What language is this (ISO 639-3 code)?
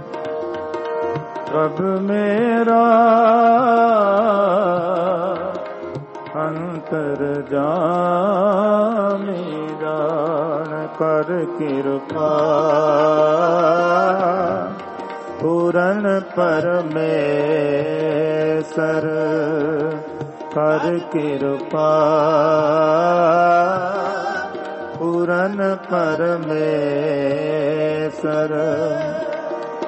pan